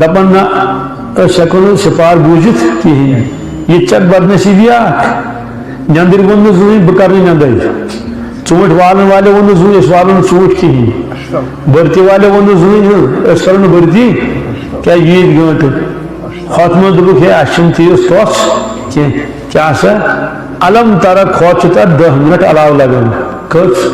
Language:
Kashmiri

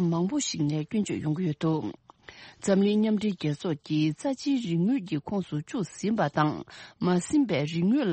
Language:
Tibetan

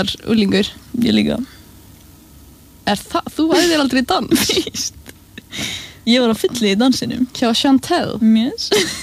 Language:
Icelandic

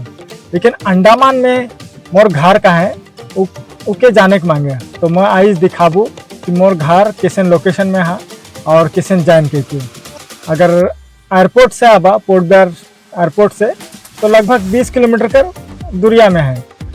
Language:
Sadri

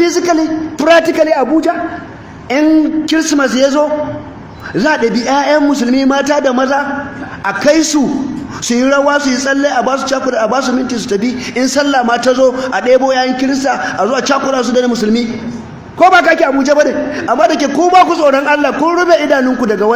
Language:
Hausa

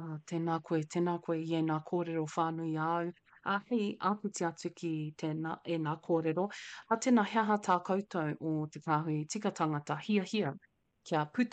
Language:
Māori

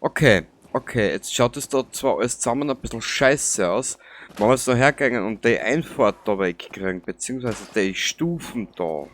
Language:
Bavarian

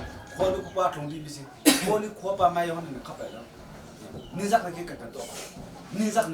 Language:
Hakha Chin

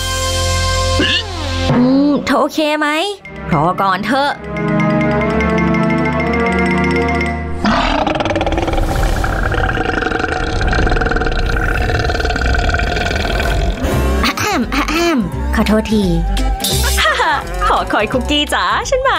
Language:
Thai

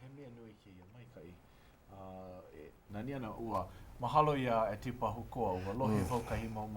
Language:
Hawaiian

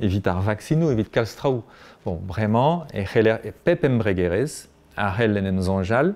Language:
Breton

